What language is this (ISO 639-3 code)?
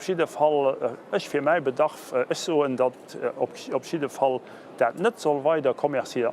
ltz